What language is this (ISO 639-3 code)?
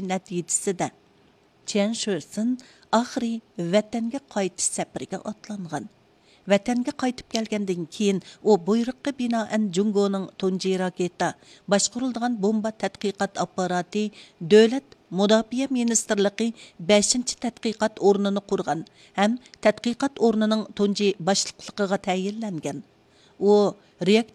uig